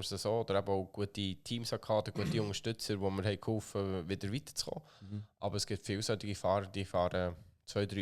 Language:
Swiss German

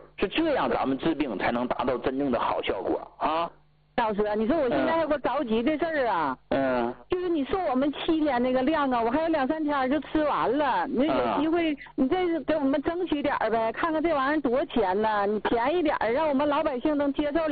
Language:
Chinese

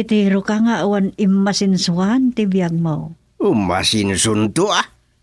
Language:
Iloko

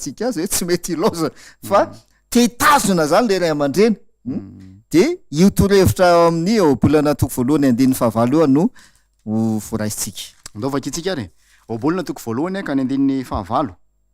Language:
Malagasy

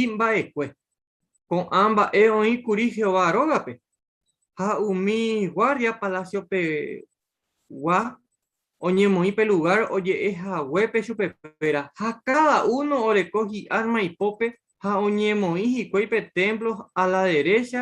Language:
Guarani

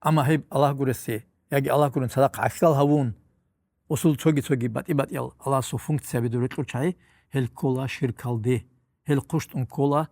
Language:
Avaric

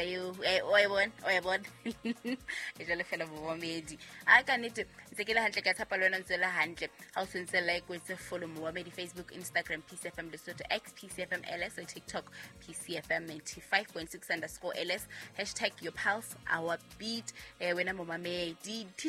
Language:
Southern Sotho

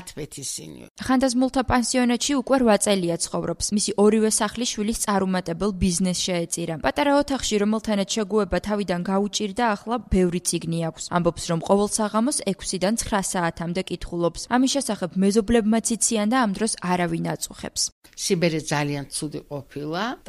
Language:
Georgian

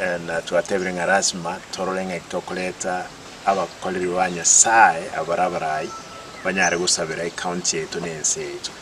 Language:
Gusii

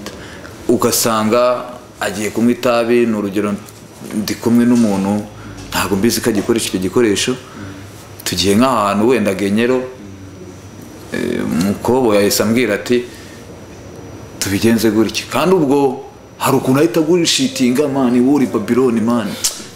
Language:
Kinyarwanda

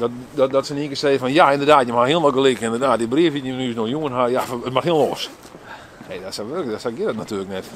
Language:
Western Frisian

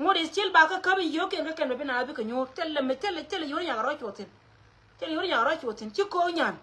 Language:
Nuer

